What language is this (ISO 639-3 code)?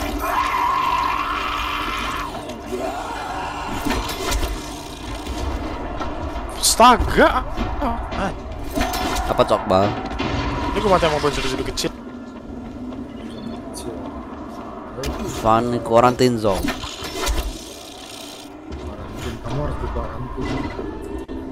ind